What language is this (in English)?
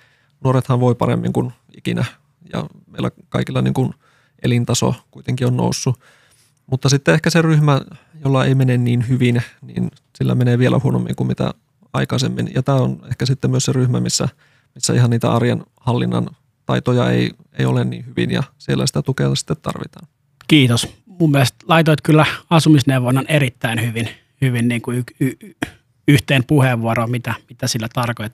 Finnish